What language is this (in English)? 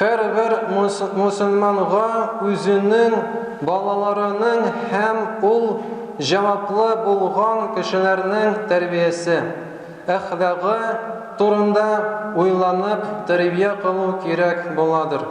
Tatar